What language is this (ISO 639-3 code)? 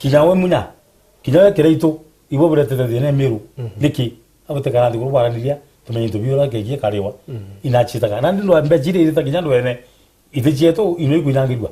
mer